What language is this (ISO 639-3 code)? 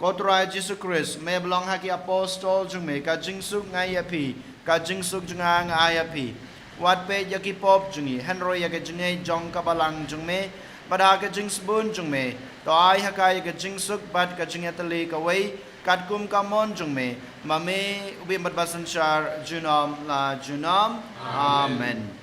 kha